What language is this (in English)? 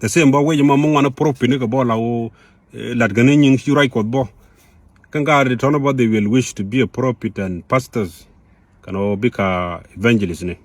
Nuer